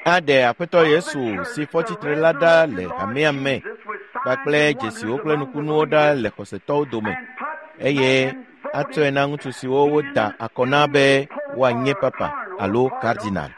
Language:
Ewe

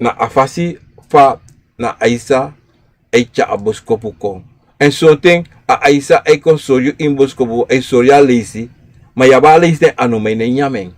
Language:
Sranan Tongo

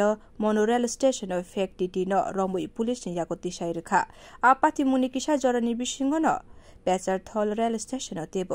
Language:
Kok Borok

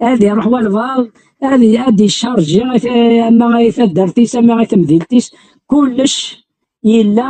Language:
Kabyle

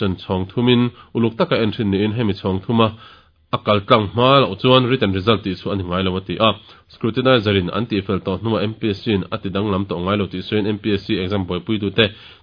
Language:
Mizo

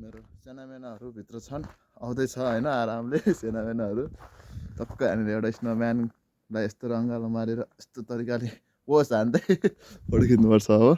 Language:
Nepali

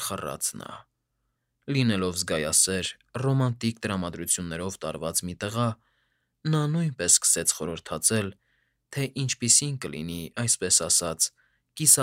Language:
Armenian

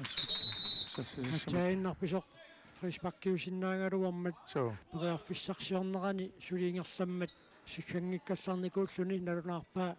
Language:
Kalaallisut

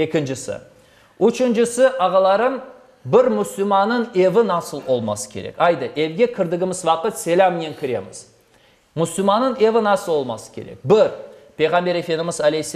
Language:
Crimean Tatar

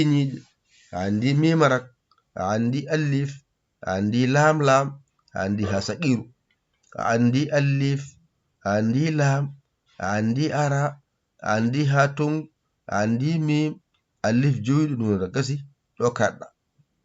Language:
Fula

